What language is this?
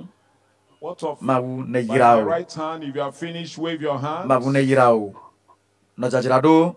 Ewe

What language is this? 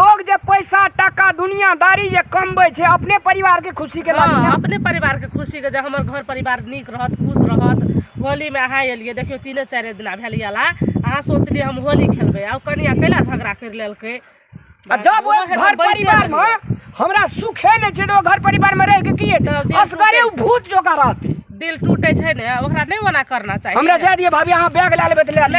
Maithili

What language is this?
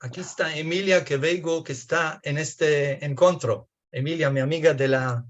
Ladino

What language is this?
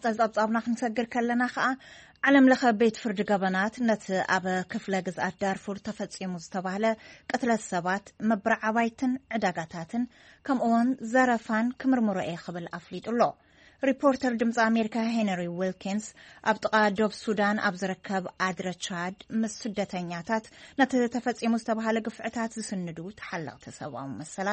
Tigrinya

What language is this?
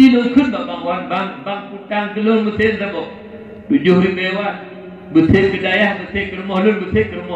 Achinese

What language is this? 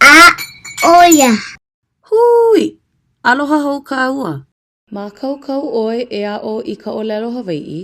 Hawaiian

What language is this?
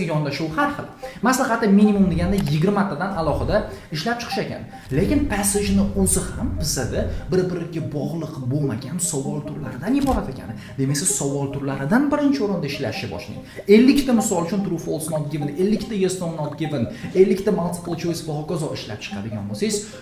Uzbek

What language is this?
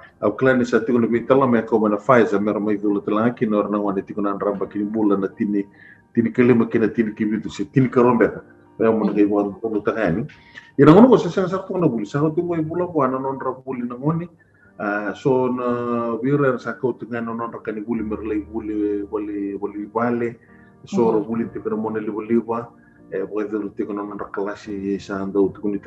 Fijian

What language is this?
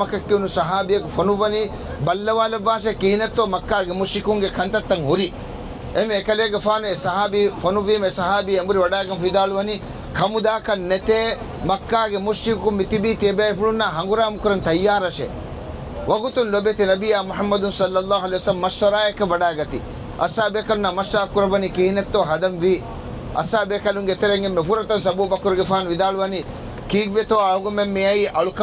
Divehi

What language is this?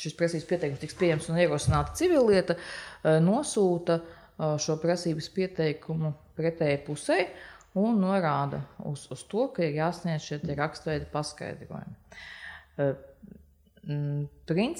Latvian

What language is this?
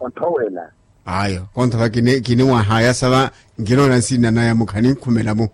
Makhuwa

